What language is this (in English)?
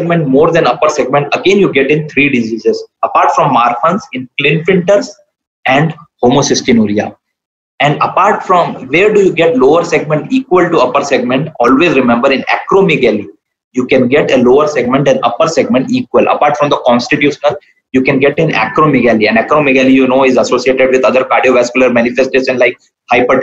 English